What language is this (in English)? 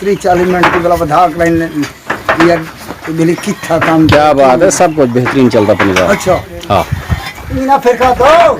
Saraiki